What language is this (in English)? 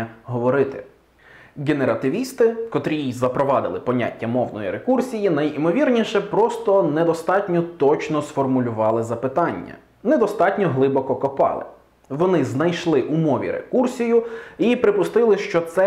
Ukrainian